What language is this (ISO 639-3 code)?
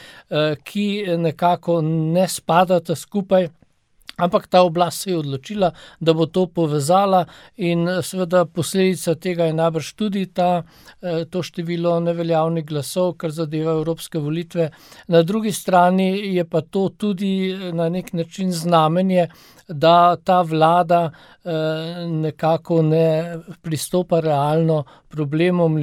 slv